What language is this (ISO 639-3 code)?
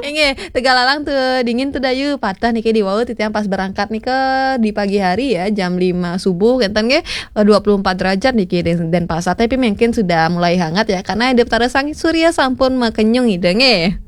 ban